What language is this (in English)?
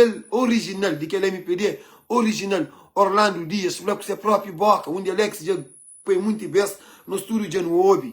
Kabuverdianu